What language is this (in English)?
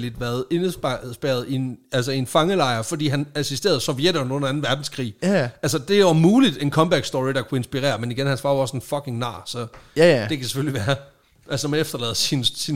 Danish